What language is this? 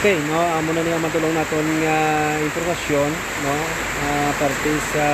Hiligaynon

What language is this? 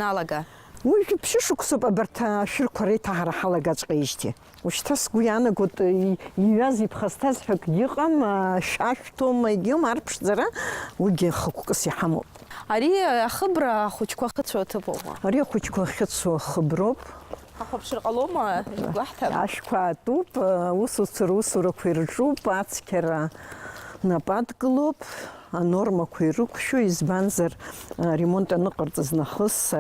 Abkhazian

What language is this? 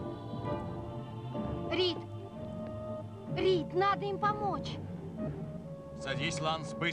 Russian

